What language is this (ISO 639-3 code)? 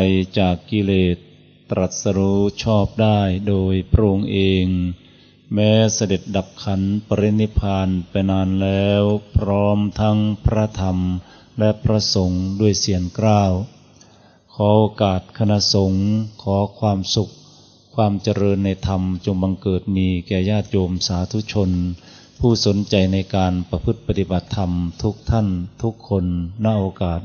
tha